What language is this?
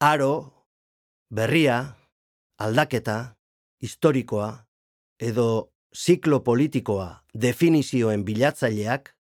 Basque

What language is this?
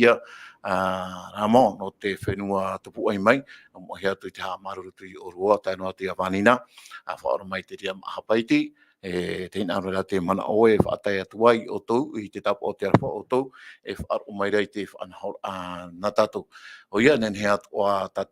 Tahitian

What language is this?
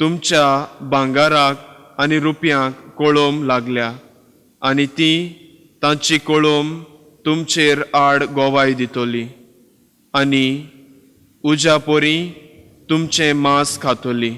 Konkani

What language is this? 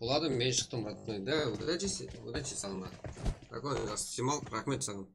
Kara-Kalpak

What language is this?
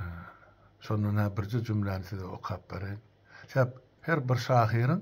Turkmen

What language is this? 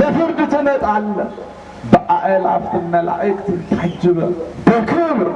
Amharic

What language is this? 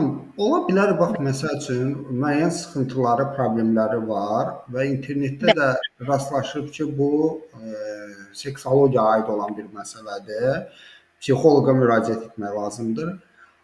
Azerbaijani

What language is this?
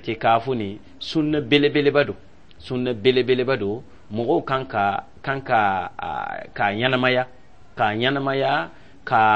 Dyula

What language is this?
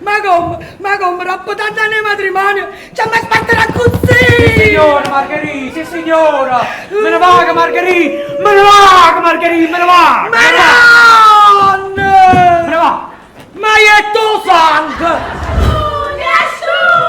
Neapolitan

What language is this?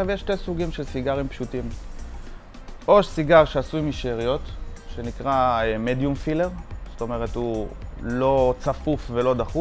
Hebrew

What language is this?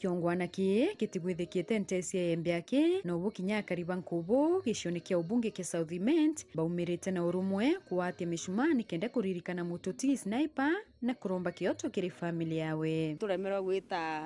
Meru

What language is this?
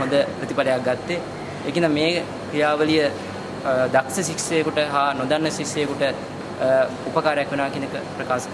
Sinhala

